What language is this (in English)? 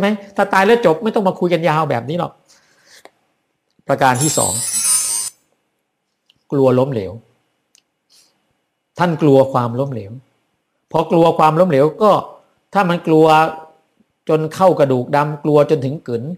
Thai